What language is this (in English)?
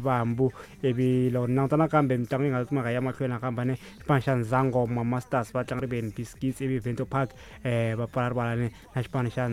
Tsonga